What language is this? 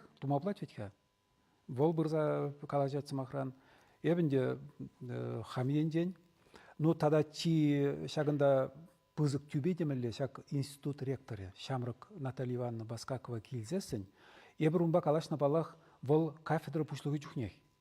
Chuvash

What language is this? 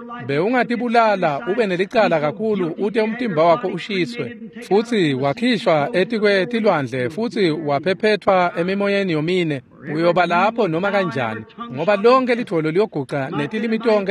Swati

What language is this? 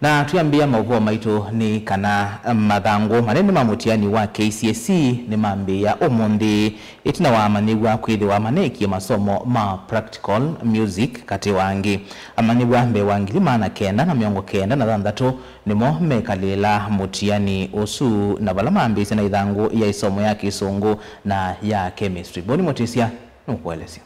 Kamba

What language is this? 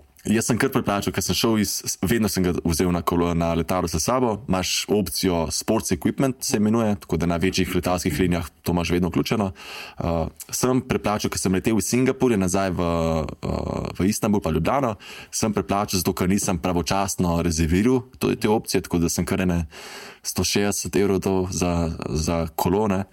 Slovenian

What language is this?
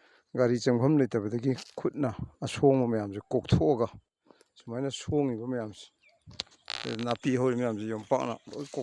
Manipuri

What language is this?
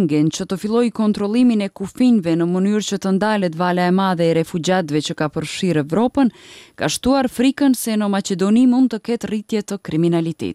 Albanian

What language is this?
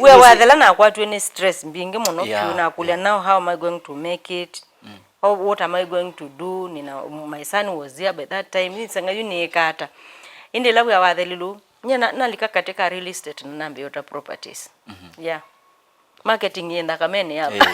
Kamba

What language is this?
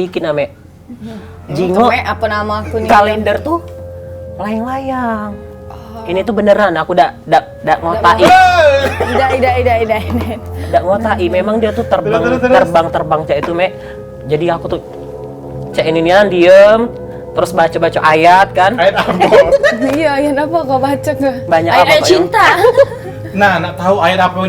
Musi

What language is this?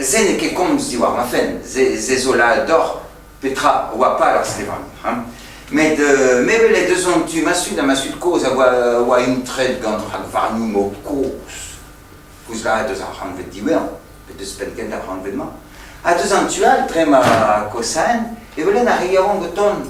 Breton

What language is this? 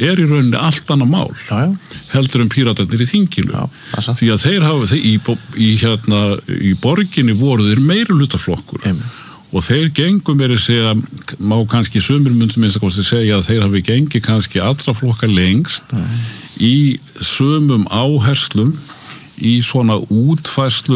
Icelandic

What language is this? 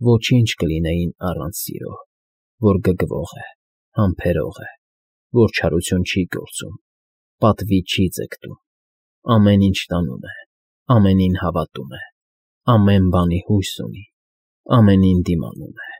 Armenian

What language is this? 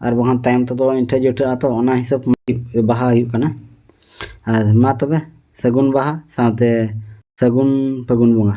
Santali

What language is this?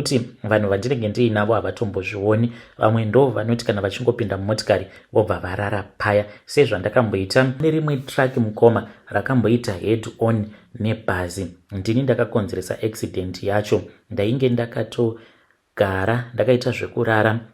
Shona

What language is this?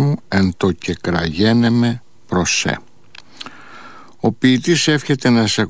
Greek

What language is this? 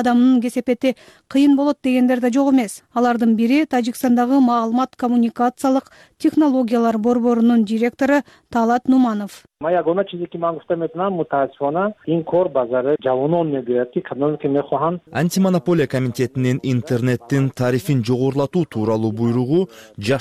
Kyrgyz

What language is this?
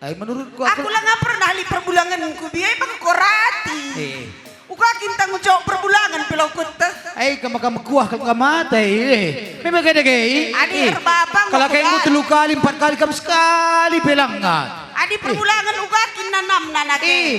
Batak Karo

